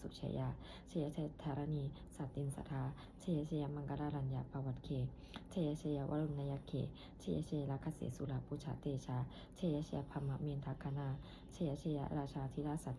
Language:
Pali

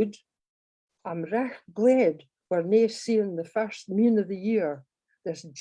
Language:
Scots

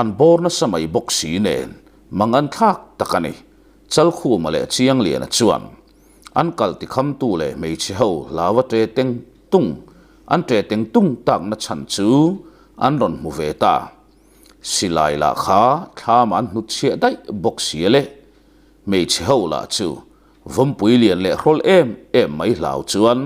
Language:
Mizo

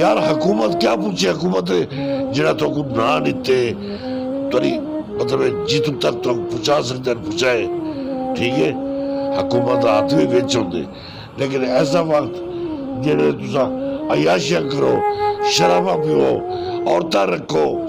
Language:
Saraiki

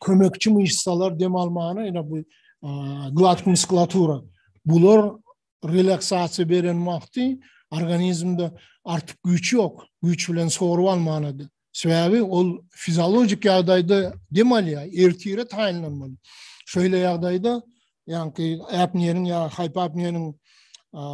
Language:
Turkmen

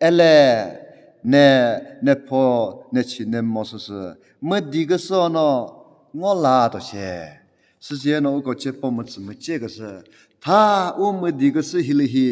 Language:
Chokri Naga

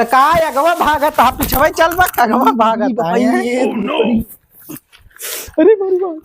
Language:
Awadhi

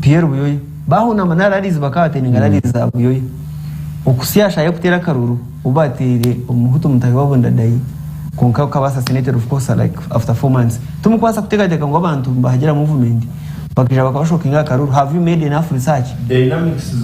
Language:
Nyankole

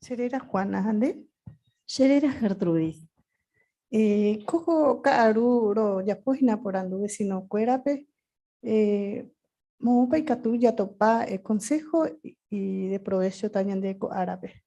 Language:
Guarani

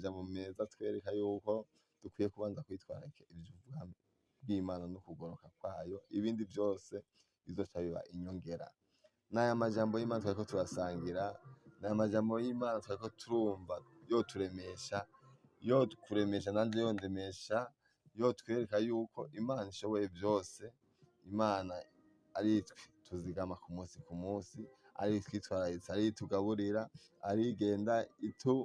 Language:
Rundi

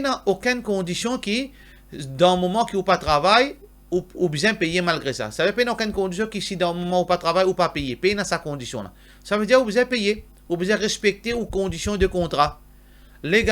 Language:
Morisyen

